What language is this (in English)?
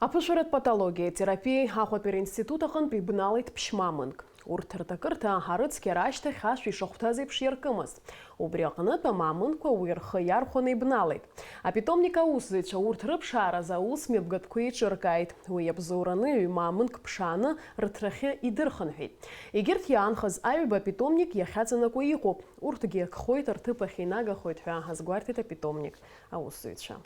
Abkhazian